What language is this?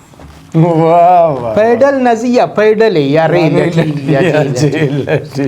Brahui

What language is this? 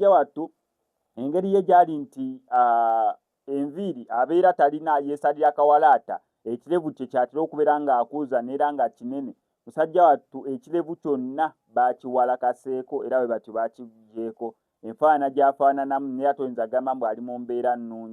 Ganda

